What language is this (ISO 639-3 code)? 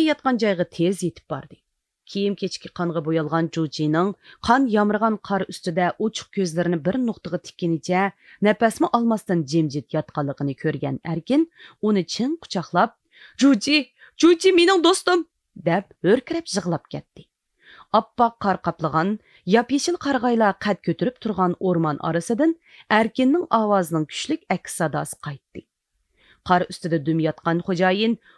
uig